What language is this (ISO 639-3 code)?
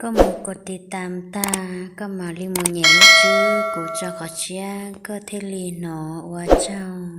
hmn